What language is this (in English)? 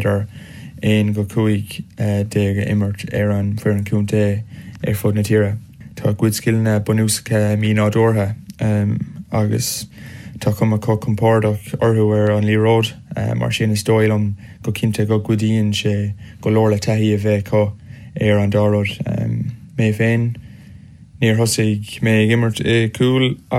Irish